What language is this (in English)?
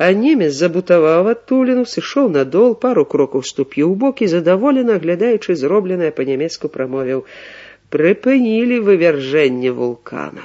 Belarusian